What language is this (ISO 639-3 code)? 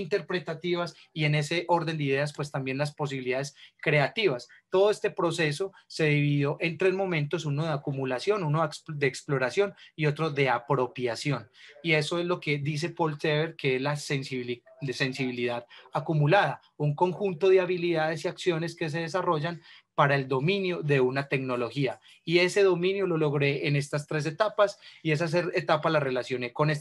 spa